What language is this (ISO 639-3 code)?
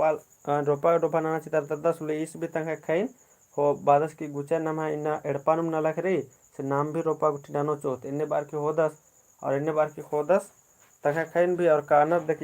kru